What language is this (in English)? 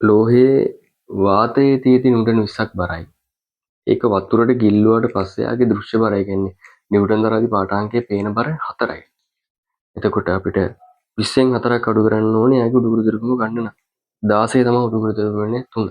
Sinhala